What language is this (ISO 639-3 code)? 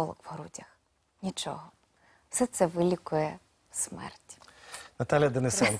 ukr